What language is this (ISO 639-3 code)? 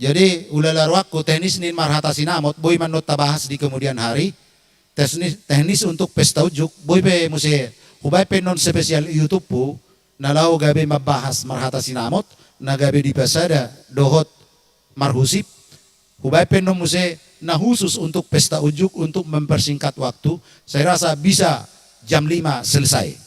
bbc